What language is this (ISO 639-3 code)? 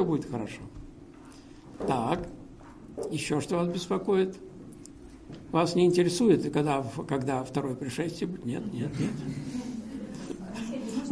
rus